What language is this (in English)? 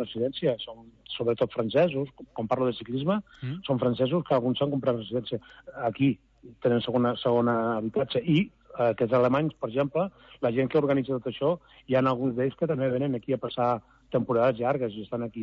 Catalan